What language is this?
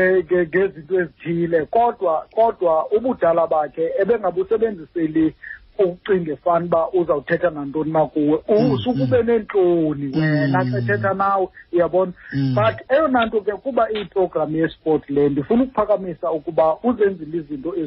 Xhosa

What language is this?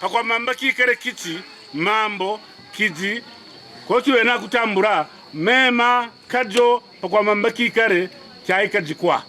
Kaonde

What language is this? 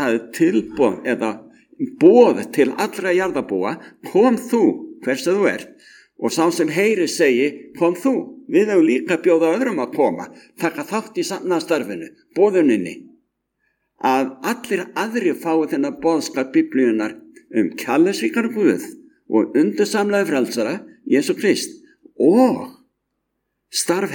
Icelandic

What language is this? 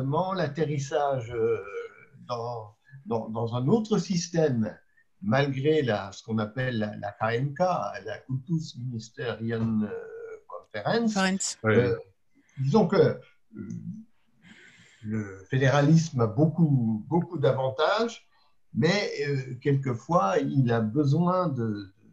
French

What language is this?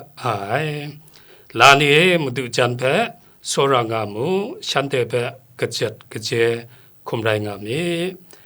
Kachin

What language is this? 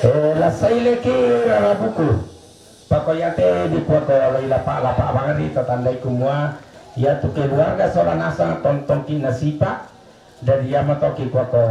Toraja-Sa'dan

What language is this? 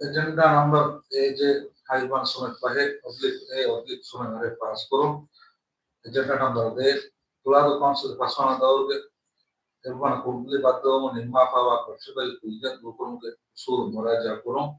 Divehi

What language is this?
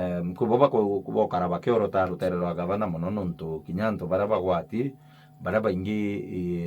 Meru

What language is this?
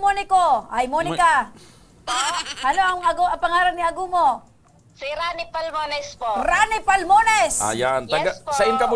Bikol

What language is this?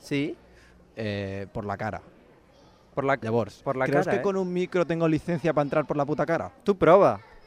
Catalan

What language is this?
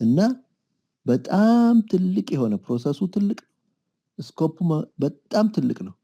Amharic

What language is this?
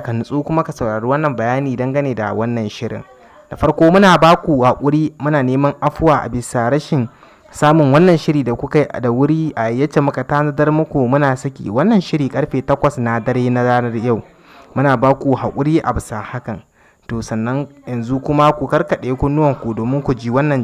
Hausa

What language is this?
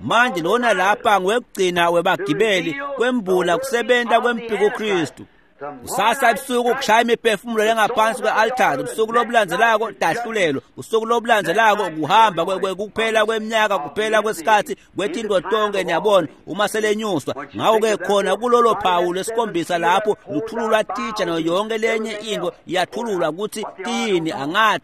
Swati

